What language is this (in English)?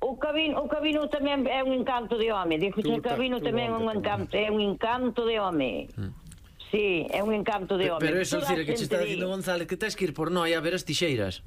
Galician